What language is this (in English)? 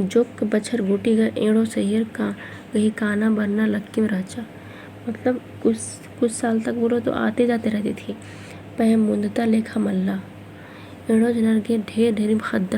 Kurukh